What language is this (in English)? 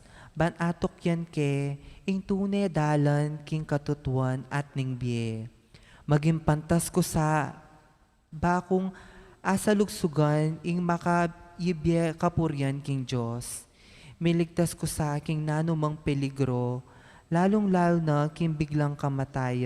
Pampanga